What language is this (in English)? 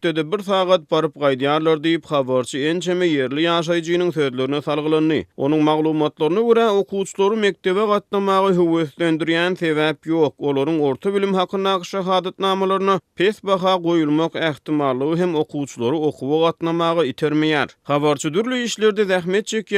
Turkmen